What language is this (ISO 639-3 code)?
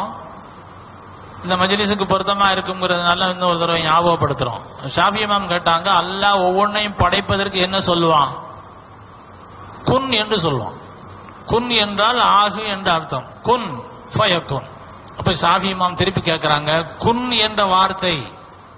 tam